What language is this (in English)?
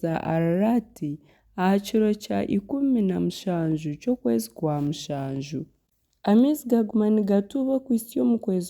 Nyankole